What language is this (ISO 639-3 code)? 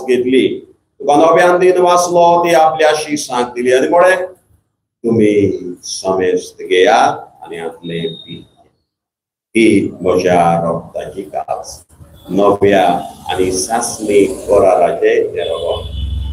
kok